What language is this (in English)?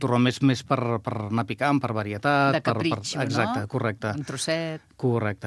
Catalan